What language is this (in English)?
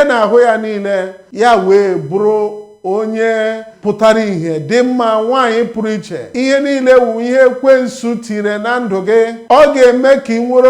Igbo